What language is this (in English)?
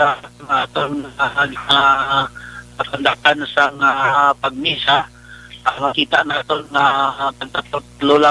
Hiligaynon